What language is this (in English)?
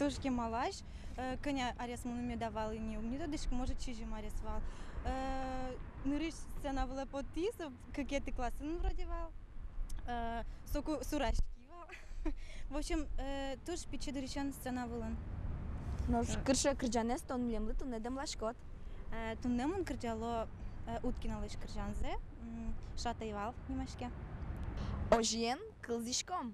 Udmurt